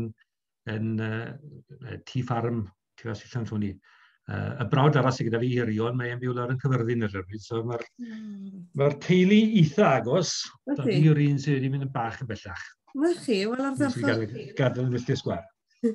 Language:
Welsh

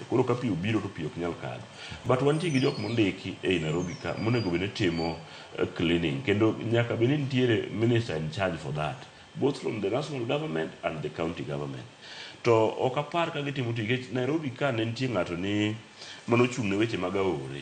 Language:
Luo (Kenya and Tanzania)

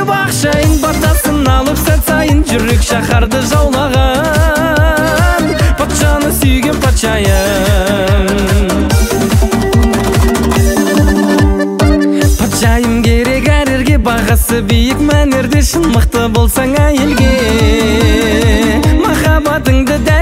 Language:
Kazakh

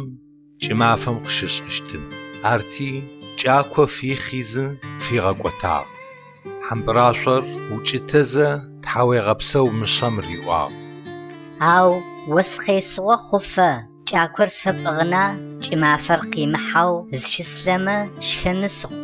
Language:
Adyghe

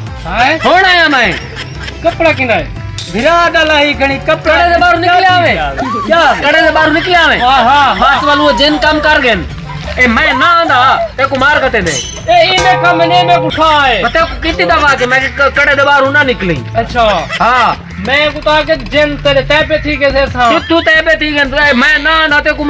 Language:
Saraiki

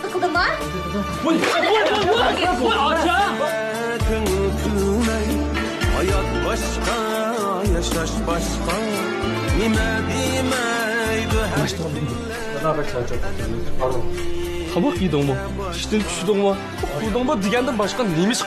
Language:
Uyghur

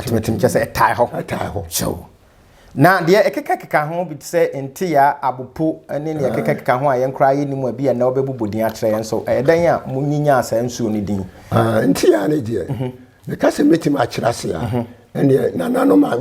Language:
Akan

